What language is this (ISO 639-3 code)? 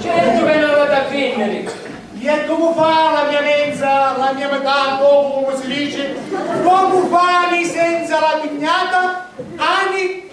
scn